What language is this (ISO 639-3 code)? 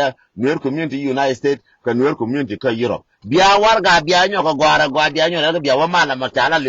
nus